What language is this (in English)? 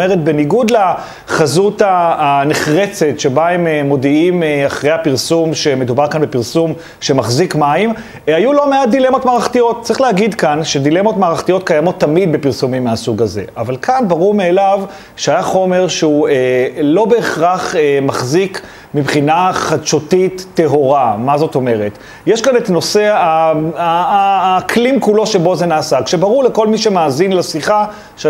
Hebrew